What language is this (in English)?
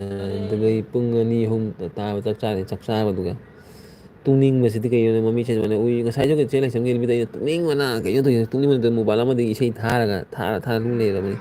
Manipuri